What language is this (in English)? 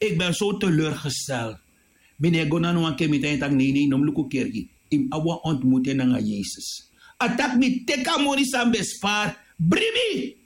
Sranan Tongo